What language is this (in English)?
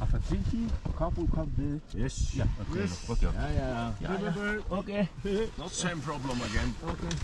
Faroese